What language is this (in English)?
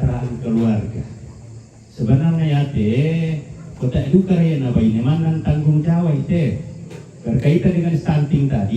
Toraja-Sa'dan